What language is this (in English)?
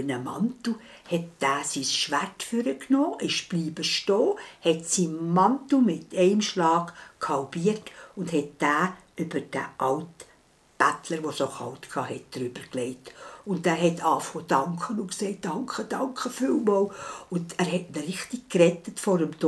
Swiss German